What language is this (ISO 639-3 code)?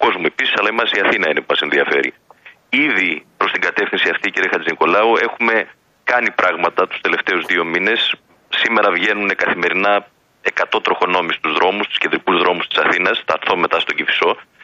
ell